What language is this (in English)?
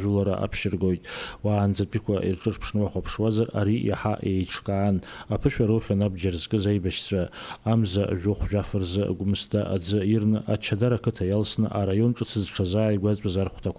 Abkhazian